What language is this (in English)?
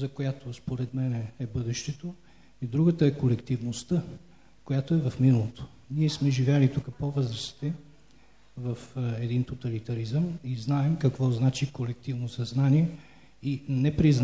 Bulgarian